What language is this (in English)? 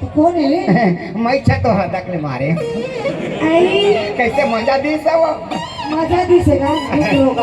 Chhattisgarhi